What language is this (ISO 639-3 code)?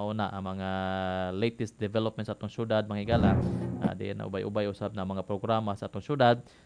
ceb